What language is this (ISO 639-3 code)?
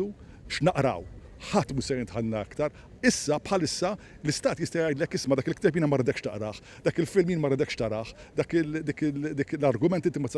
mlt